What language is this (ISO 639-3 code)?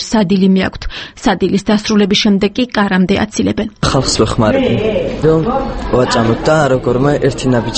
kat